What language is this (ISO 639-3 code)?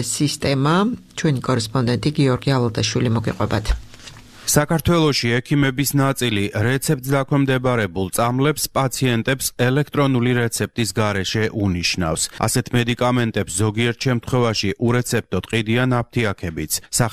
kat